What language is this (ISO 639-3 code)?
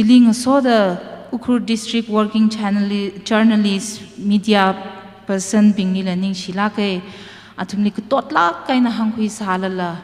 nmf